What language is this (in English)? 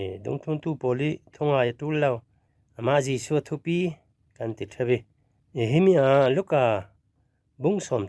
Falam Chin